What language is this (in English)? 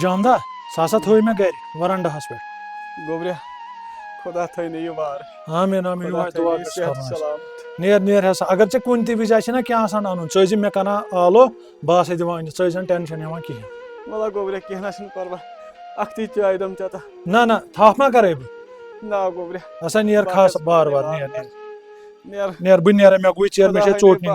Kashmiri